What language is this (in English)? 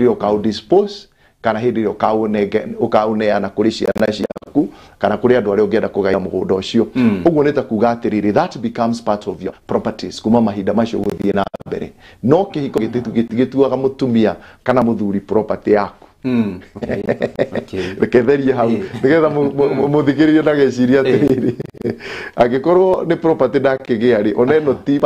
Kikuyu